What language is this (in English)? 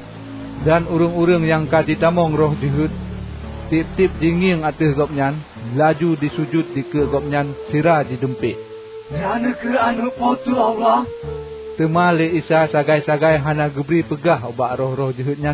Achinese